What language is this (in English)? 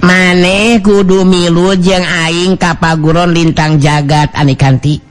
Sundanese